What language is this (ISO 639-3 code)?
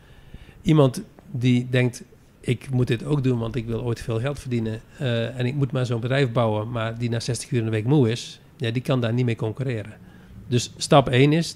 nld